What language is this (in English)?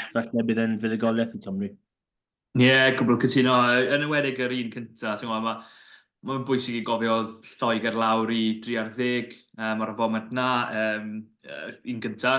Welsh